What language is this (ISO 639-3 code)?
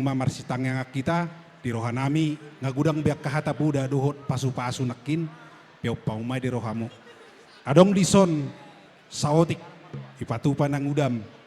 bbc